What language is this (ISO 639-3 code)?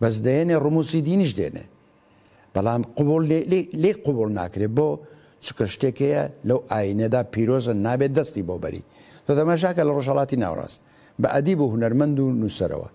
ckb